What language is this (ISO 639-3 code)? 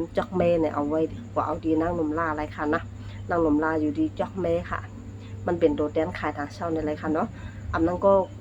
shn